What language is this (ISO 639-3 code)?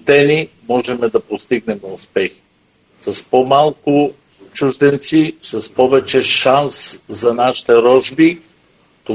bul